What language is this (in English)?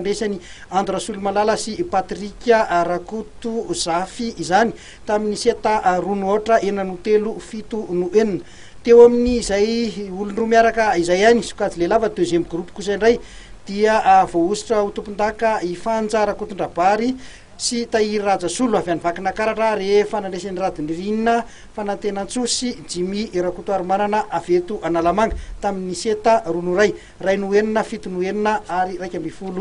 Malagasy